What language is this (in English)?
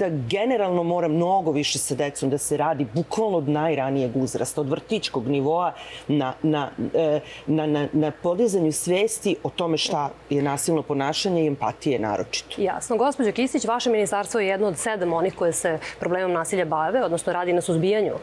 Serbian